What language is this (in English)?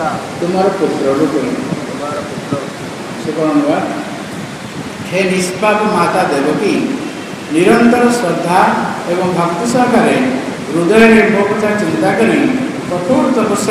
Odia